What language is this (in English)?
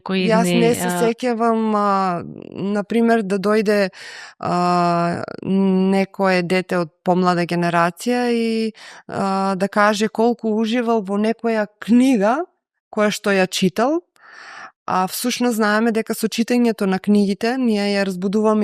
Macedonian